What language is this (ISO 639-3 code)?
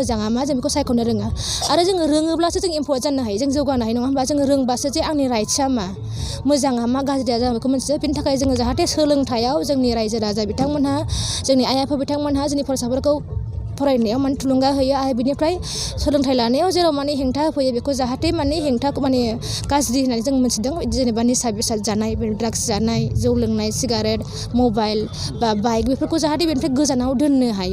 brx